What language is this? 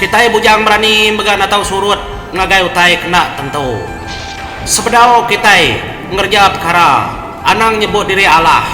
Iban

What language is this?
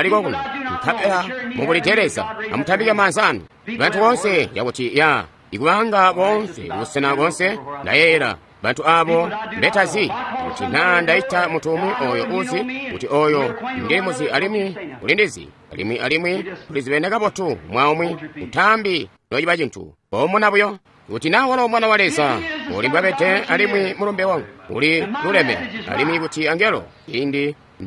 Tonga (Zambia)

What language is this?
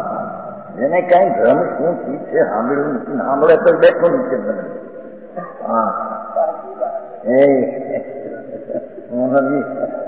Gujarati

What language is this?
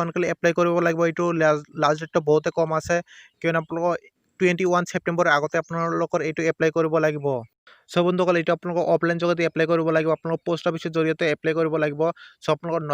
Assamese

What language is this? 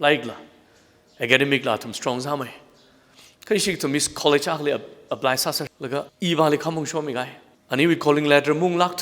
Tangkhul Naga (India)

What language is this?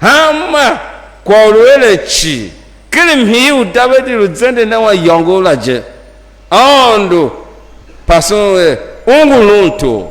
Tiv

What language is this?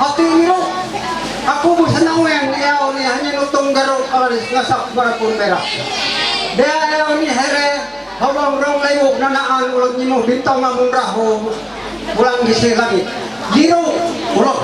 Ma'anyan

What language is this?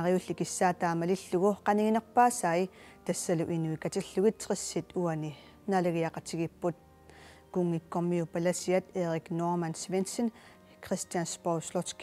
Kalaallisut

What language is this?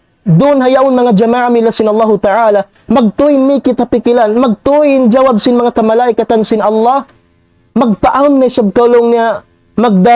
Tausug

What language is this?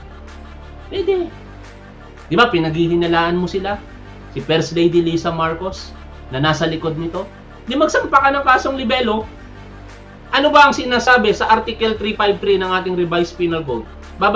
Filipino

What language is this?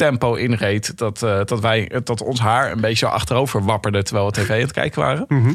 Dutch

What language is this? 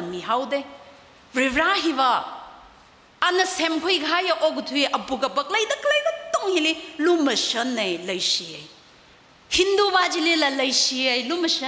Tangkhul Naga (India)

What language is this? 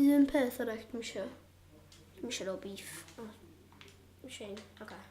Welsh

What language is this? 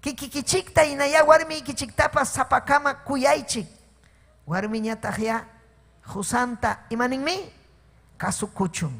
Ayacucho Quechua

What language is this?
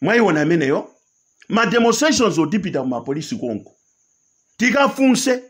Nyanja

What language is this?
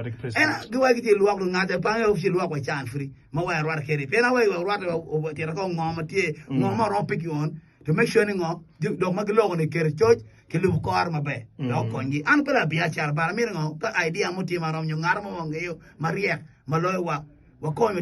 Acoli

